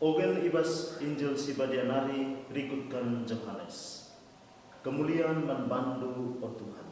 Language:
Batak Karo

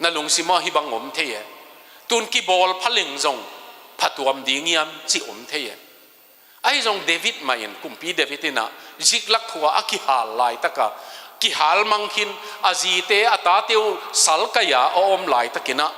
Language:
Tedim Chin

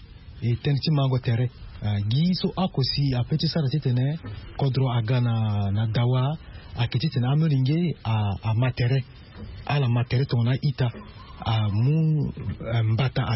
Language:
Sango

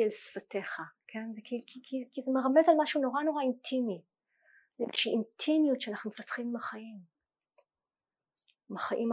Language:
Hebrew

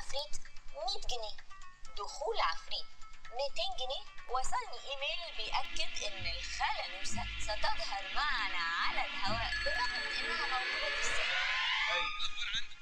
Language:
Egyptian Arabic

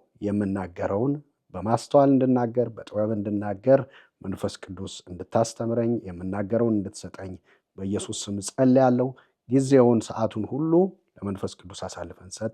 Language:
Amharic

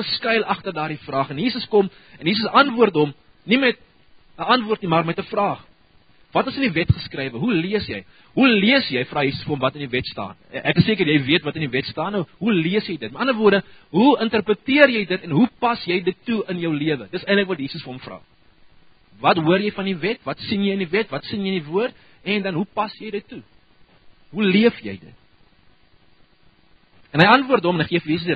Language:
Afrikaans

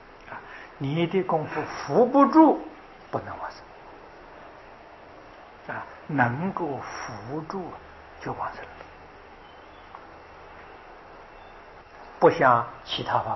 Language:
Chinese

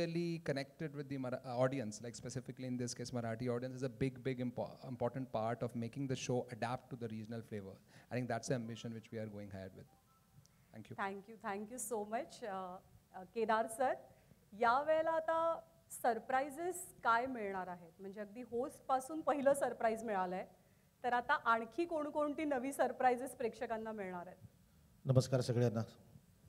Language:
Marathi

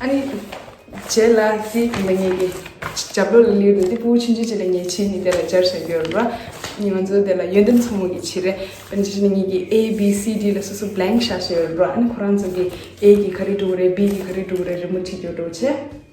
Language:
Tibetan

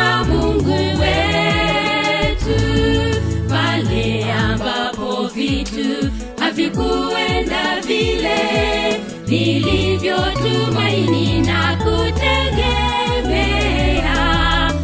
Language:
Swahili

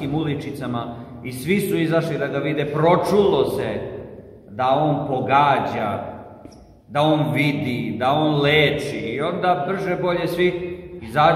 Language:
Serbian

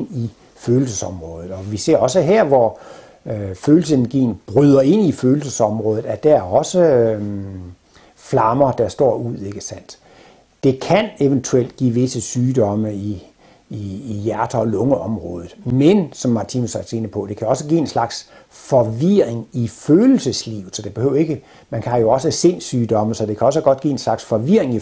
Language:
Danish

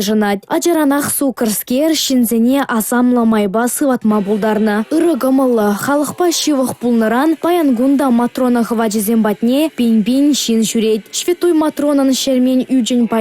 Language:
Chuvash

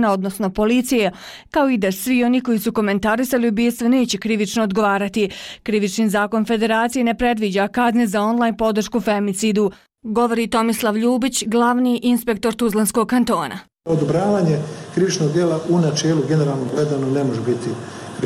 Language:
Bosnian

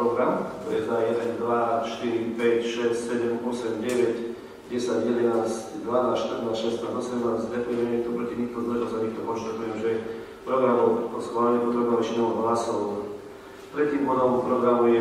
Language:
Slovak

